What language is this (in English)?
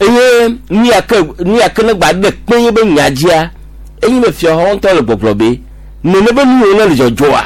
Gen